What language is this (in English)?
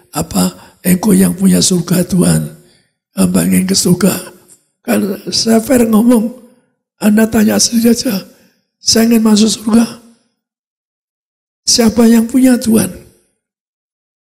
Indonesian